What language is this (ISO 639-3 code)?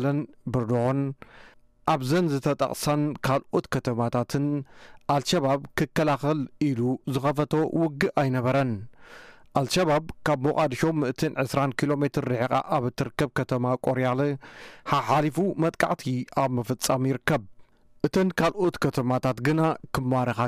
tir